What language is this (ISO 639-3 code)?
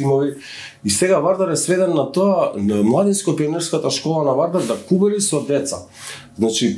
mkd